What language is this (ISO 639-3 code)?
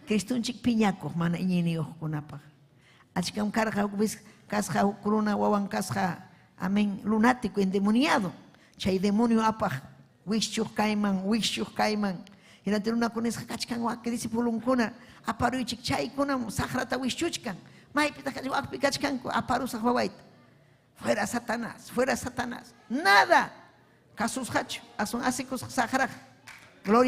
quy